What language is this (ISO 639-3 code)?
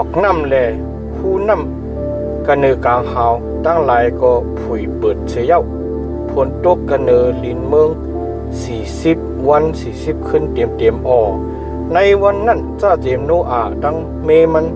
shn